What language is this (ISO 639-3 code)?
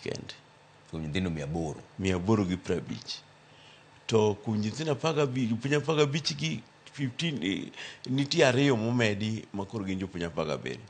luo